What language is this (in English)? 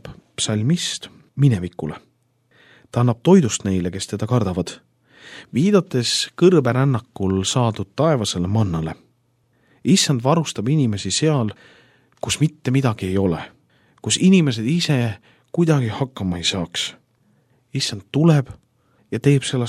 Estonian